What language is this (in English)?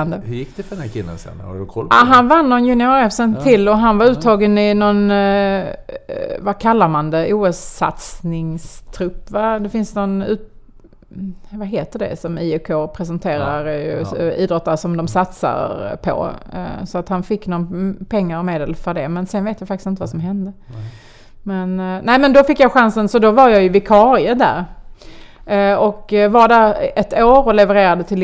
Swedish